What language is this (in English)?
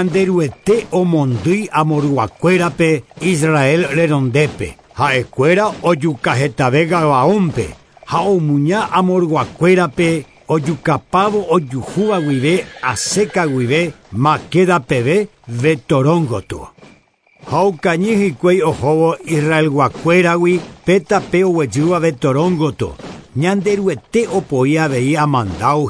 Guarani